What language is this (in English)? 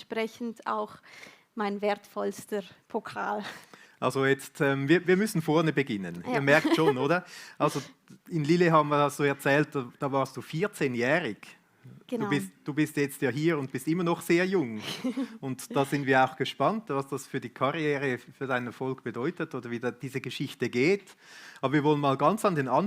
Swiss German